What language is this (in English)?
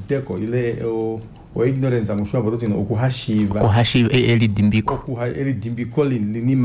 Kuanyama